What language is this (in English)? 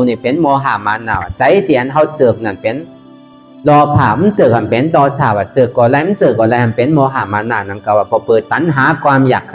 Shan